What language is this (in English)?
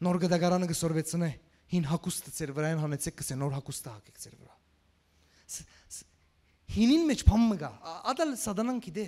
Western Armenian